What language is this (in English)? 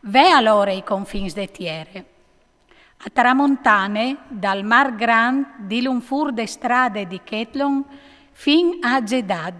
Friulian